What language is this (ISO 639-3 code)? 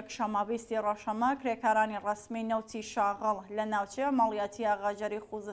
ckb